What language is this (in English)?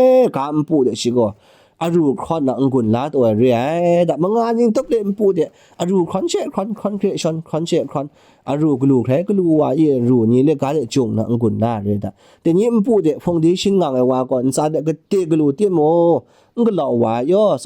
Kachin